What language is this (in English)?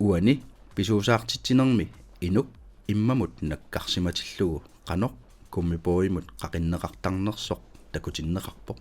Kalaallisut